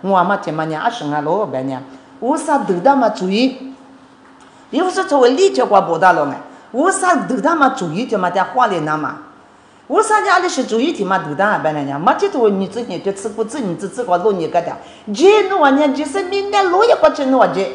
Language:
Lisu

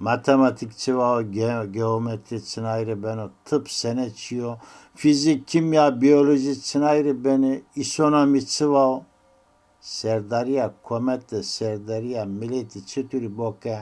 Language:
Zaza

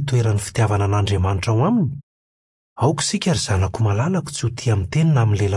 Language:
Malagasy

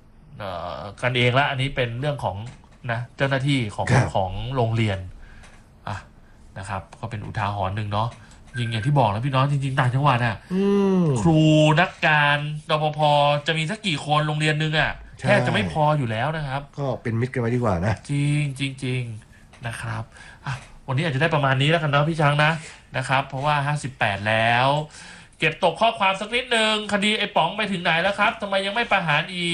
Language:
Thai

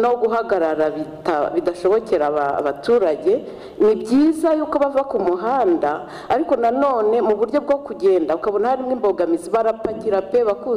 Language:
Kinyarwanda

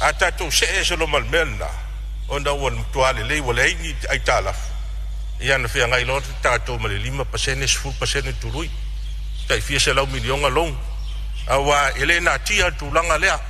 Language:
Samoan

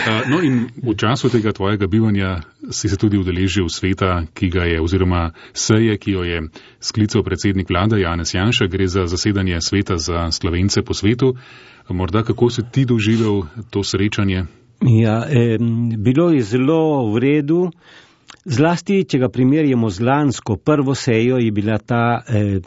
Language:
Slovenian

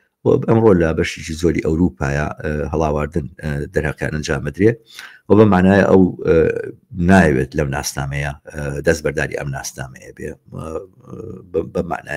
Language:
Central Kurdish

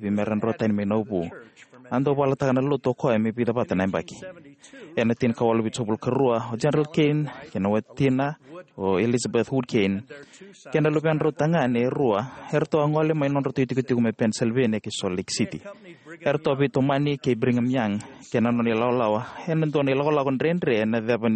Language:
Fijian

